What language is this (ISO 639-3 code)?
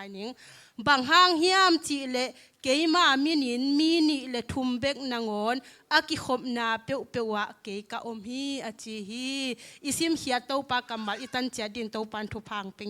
ctd